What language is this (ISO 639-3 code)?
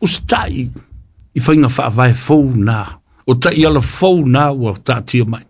smo